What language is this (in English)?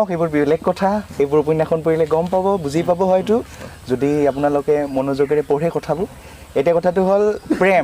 Assamese